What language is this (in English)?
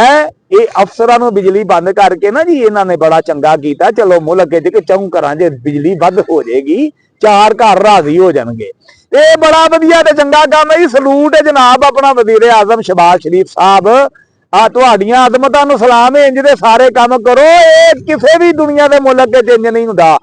Western Panjabi